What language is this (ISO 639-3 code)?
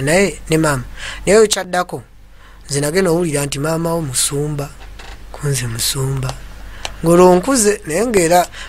lug